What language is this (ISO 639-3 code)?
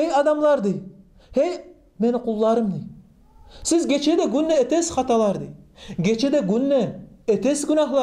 kum